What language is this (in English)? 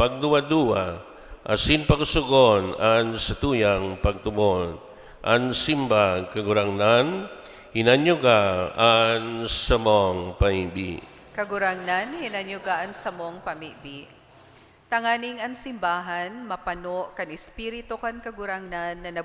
Bikol